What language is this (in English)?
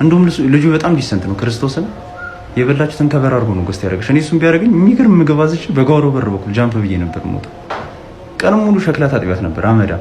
Amharic